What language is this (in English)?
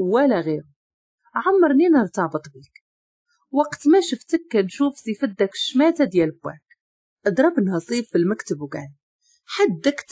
Moroccan Arabic